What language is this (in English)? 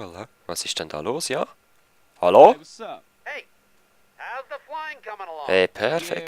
Swiss German